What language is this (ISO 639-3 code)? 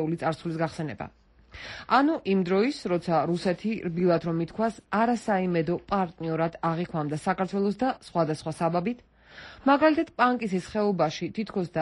kat